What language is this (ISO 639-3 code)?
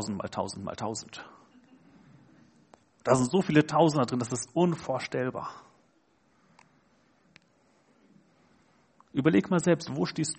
deu